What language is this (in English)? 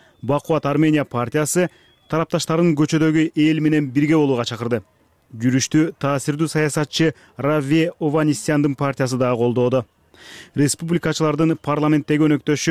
Kyrgyz